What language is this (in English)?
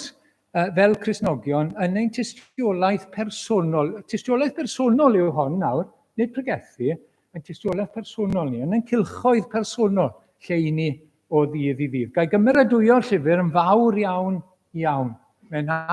Welsh